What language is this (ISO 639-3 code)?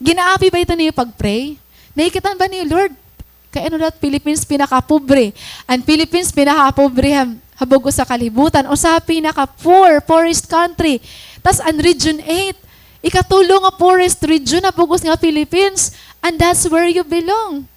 war